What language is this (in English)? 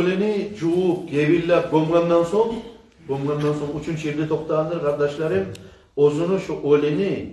Kumyk